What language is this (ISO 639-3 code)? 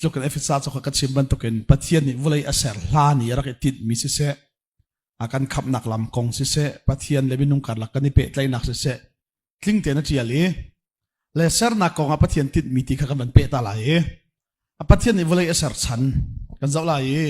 cnh